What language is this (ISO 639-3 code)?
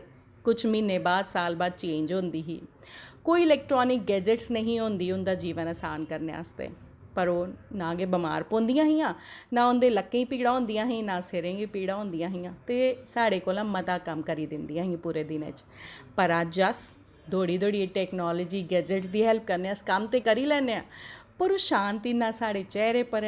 doi